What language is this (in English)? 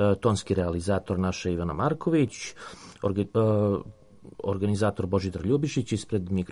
Serbian